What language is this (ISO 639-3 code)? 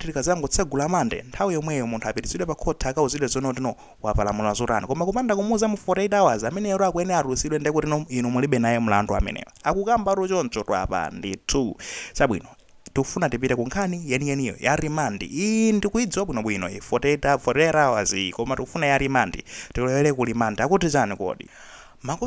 nya